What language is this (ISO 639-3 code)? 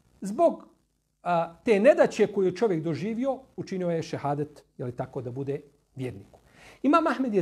bos